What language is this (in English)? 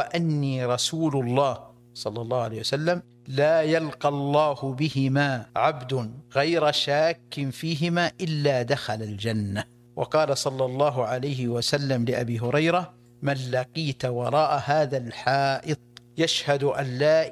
Arabic